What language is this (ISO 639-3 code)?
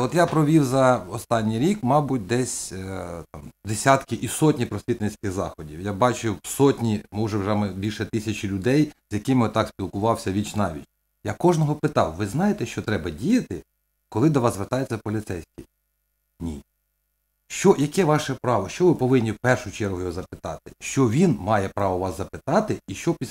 ukr